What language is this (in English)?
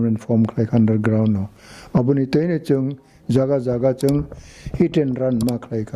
Kok Borok